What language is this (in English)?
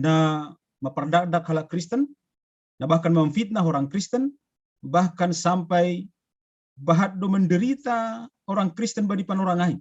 Batak Simalungun